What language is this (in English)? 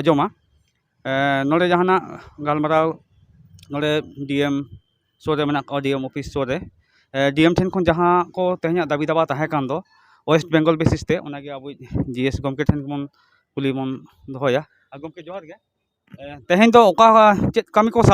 Santali